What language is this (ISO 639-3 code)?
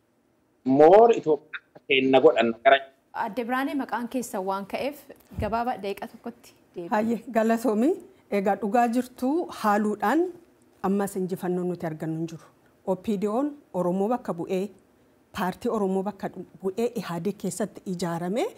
orm